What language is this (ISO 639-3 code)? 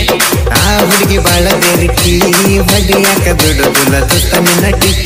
kan